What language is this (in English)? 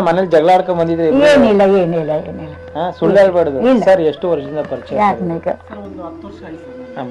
Kannada